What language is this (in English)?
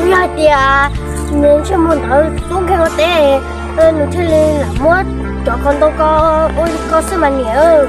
Hmong